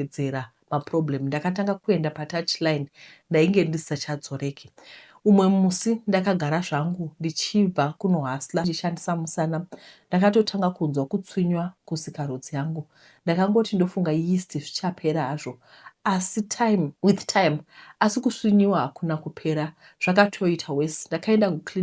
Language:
Shona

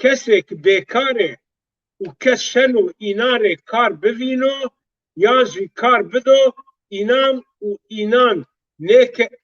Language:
Zaza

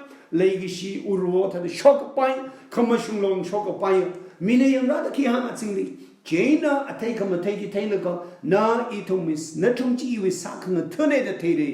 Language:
Tangkhul Naga (India)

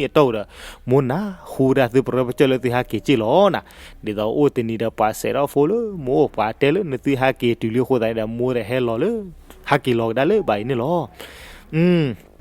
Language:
S'gaw Karen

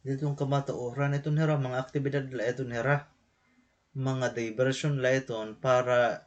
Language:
Waray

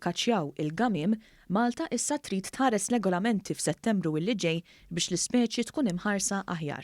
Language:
Maltese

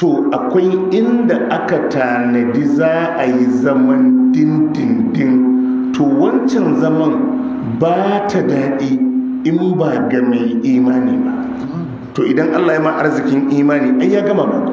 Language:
Hausa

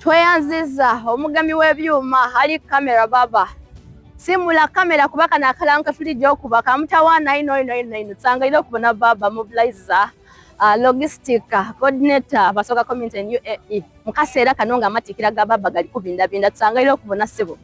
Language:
Soga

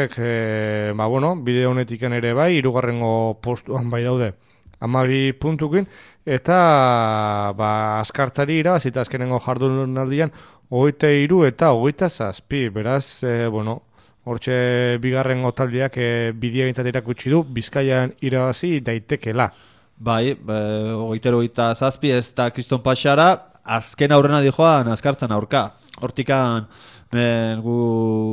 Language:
Basque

